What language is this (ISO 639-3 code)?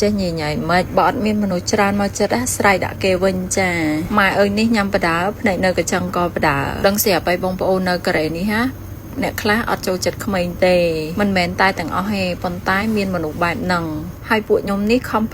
khm